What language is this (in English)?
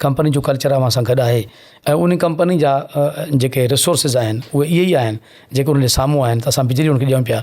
Sindhi